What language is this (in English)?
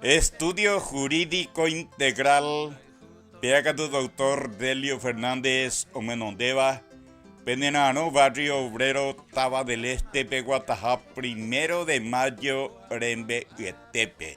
Guarani